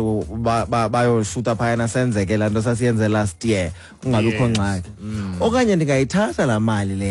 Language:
Xhosa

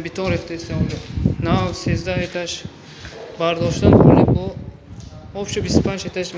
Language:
Tajik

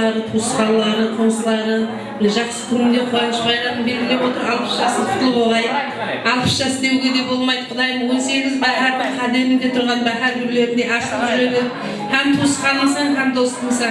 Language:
Kara-Kalpak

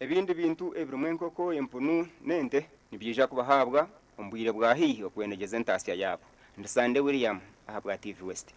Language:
Nyankole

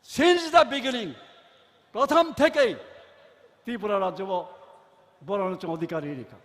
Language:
Kok Borok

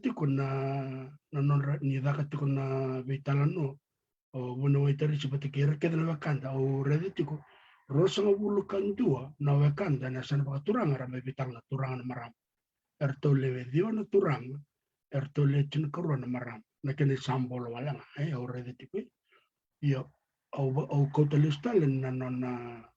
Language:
Fijian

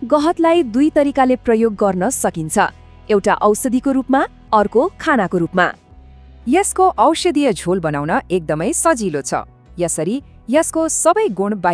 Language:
Nepali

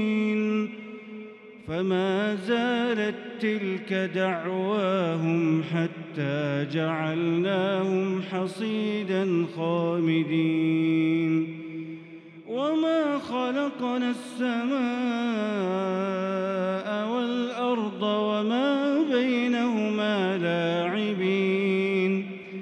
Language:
Arabic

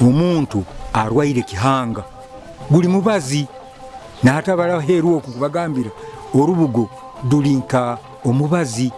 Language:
Nyoro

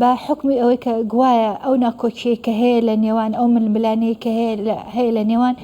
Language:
Central Kurdish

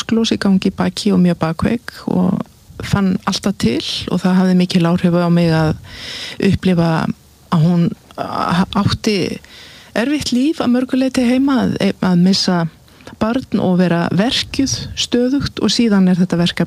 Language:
Icelandic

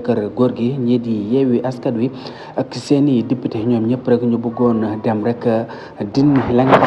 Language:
Wolof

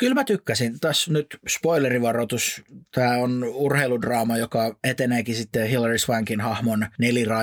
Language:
Finnish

